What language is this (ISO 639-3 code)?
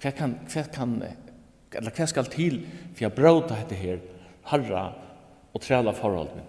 fao